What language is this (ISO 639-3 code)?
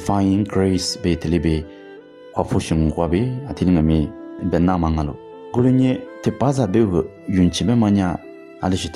lis